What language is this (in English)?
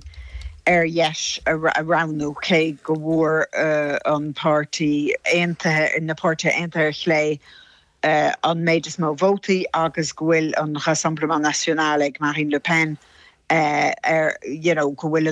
Irish